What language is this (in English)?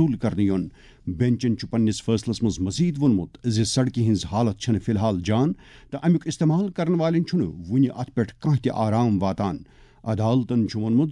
Kashmiri